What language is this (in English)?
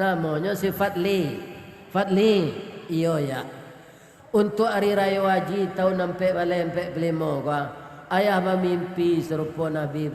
Minangkabau